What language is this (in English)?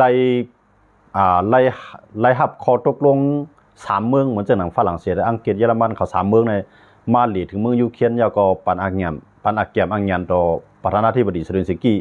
Shan